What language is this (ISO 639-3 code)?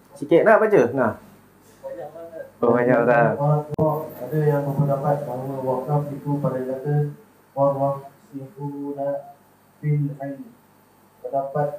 msa